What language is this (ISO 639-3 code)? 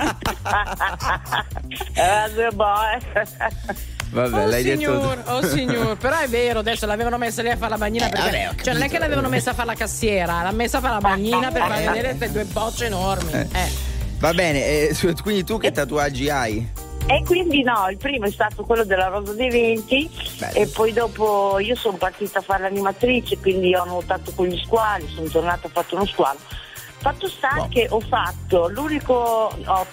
ita